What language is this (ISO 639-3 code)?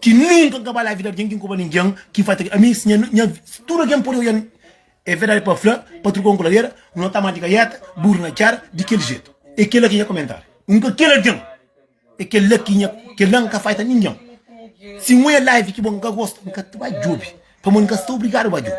kea